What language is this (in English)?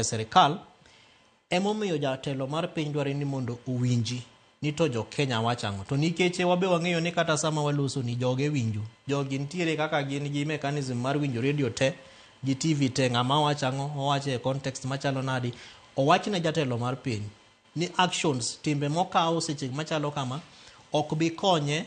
Luo (Kenya and Tanzania)